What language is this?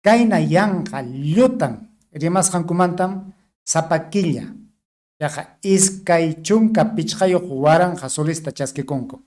Ayacucho Quechua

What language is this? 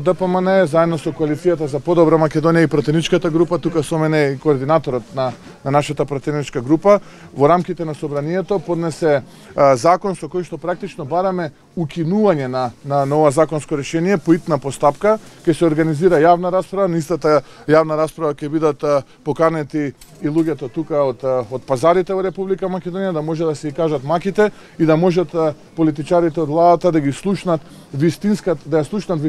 Macedonian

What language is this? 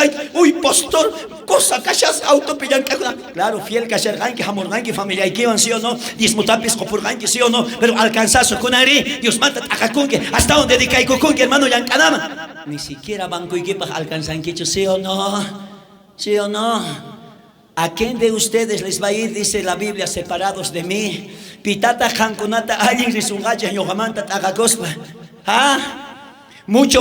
South Bolivian Quechua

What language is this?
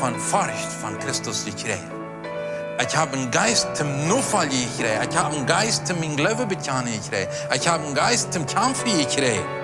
Plautdietsch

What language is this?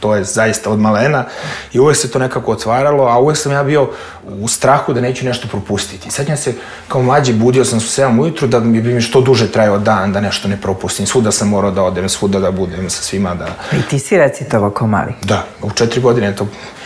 Serbian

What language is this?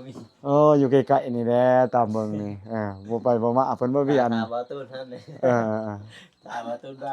Lao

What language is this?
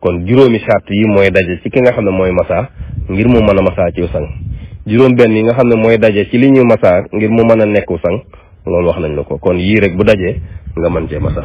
Wolof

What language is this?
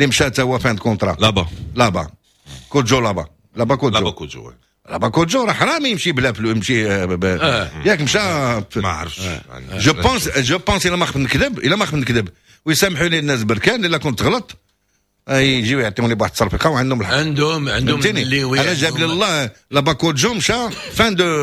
Moroccan Arabic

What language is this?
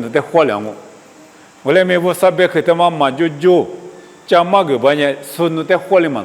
Lisu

